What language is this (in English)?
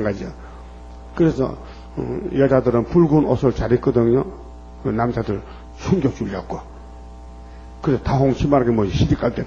Korean